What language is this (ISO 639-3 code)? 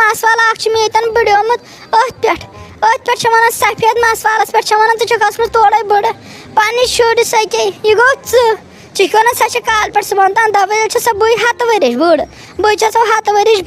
kas